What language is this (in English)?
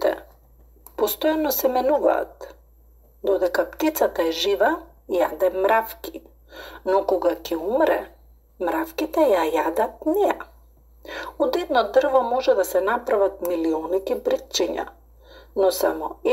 Macedonian